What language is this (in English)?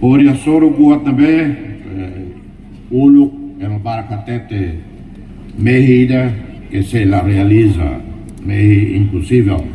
Tetum